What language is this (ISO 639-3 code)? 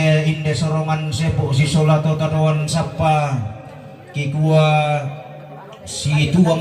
sda